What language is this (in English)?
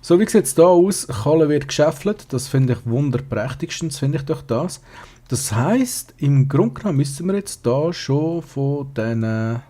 Swiss German